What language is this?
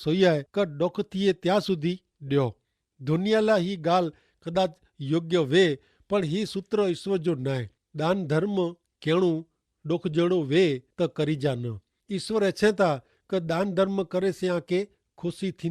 Kachhi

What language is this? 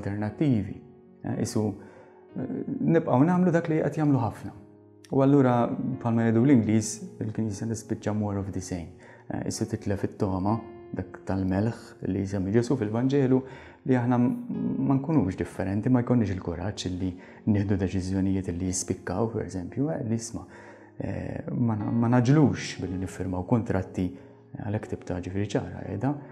Maltese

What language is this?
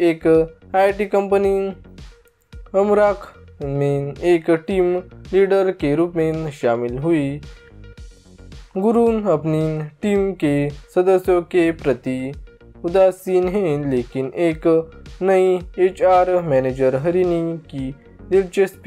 Hindi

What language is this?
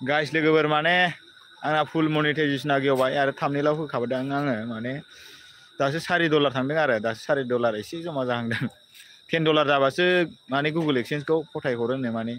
Bodo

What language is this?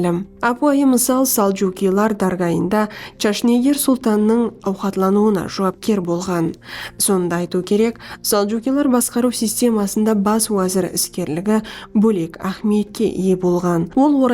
Kara-Kalpak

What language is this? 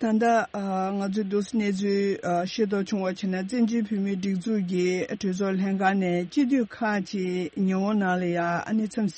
Tibetan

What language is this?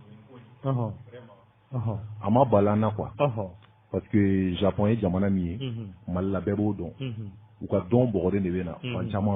Bambara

